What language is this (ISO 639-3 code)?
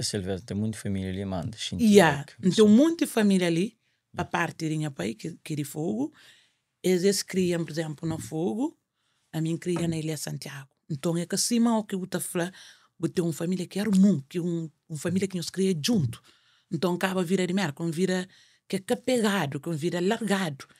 kea